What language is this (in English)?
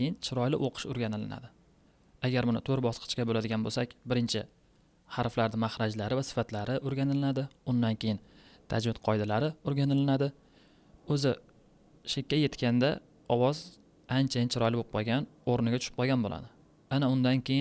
Uzbek